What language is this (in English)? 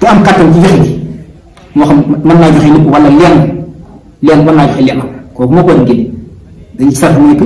Wolof